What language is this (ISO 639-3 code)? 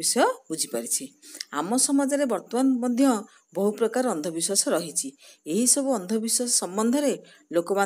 ori